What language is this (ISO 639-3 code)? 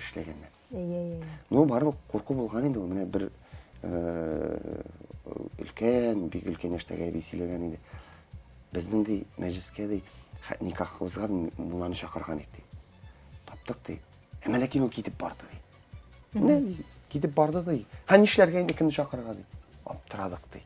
tat